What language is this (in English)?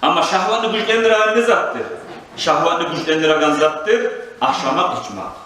Kumyk